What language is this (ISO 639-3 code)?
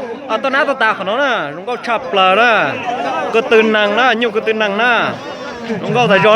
hmn